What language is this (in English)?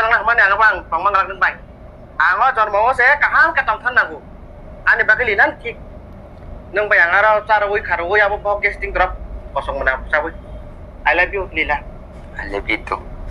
Kok Borok